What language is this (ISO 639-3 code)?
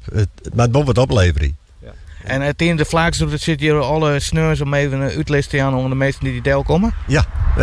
fry